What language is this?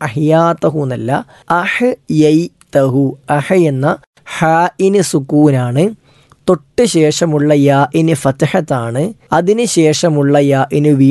Malayalam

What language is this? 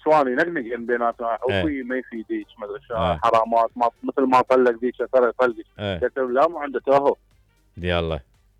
Mesopotamian Arabic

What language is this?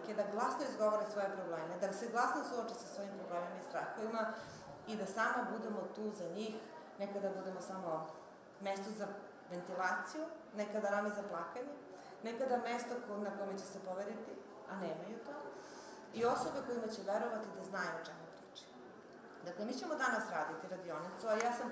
Serbian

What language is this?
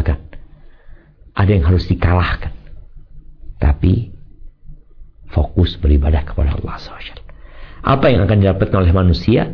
Indonesian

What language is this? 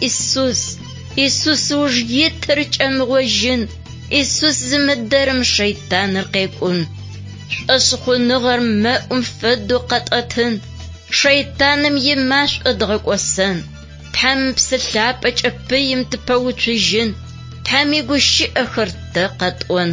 Adyghe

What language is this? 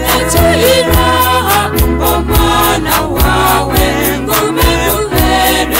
Kinyarwanda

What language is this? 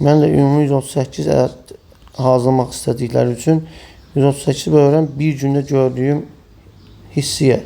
Azerbaijani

